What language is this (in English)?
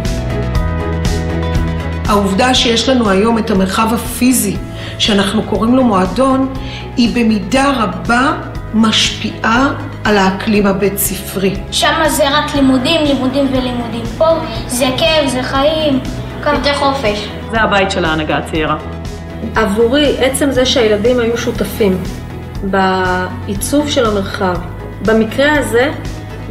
Hebrew